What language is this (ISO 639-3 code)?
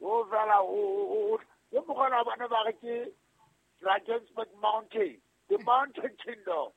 sot